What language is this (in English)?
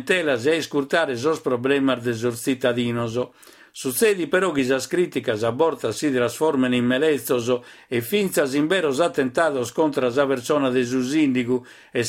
Sardinian